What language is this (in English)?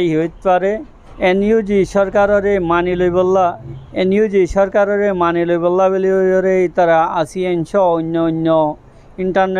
Rohingya